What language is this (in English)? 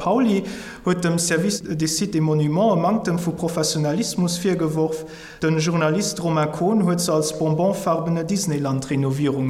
Luxembourgish